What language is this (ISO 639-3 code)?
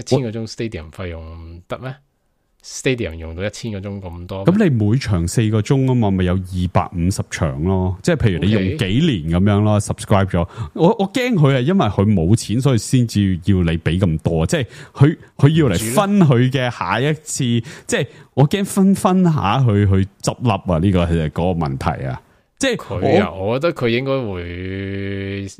yue